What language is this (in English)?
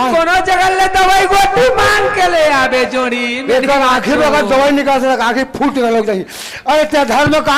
Chhattisgarhi